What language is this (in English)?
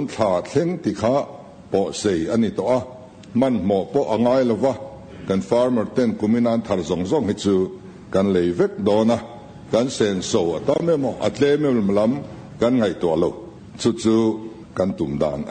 Mizo